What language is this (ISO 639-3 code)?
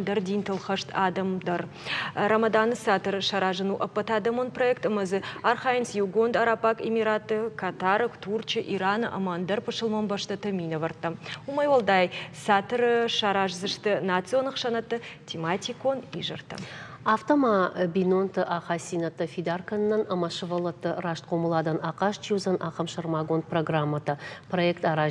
oss